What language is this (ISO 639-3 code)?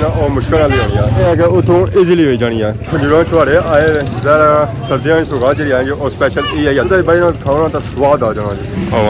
phr